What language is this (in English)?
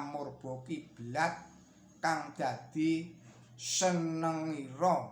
Javanese